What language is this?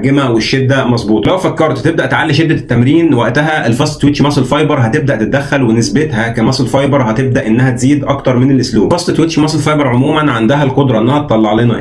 Egyptian Arabic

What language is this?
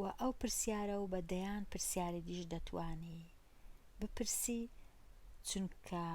Central Kurdish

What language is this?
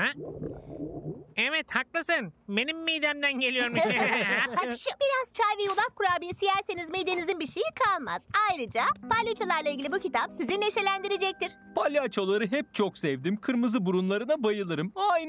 Turkish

